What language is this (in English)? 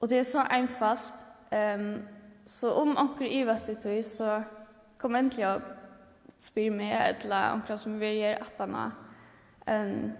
Faroese